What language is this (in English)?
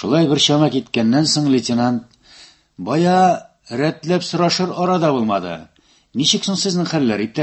Tatar